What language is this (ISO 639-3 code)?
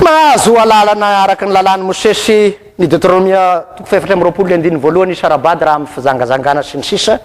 mlg